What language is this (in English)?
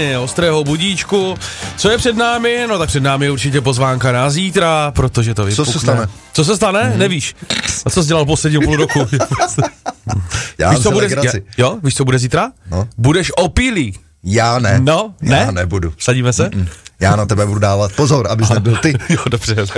Czech